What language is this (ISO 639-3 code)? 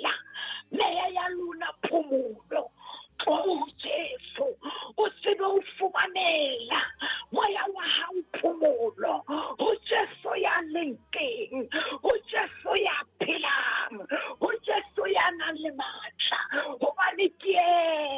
sot